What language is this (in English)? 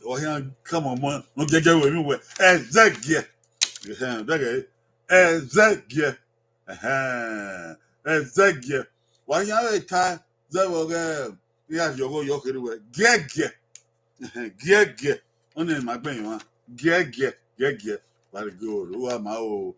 Bini